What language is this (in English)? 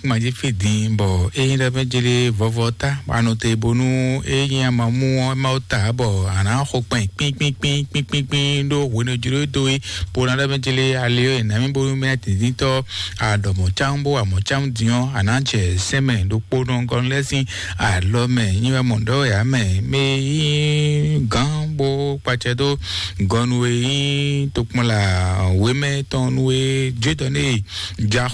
Fon